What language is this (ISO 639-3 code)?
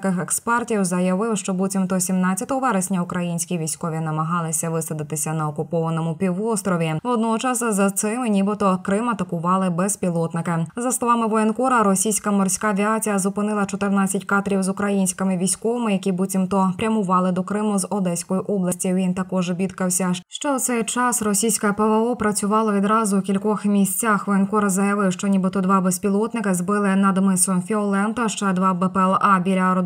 ukr